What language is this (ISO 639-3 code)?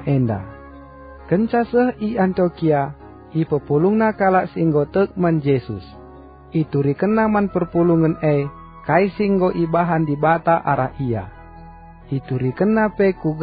btx